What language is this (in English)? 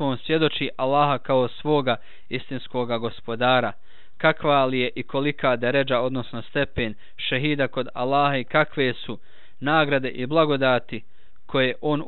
Bosnian